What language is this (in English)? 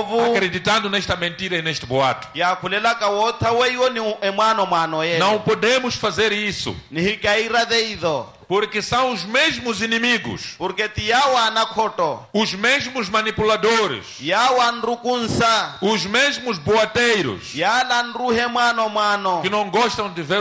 Portuguese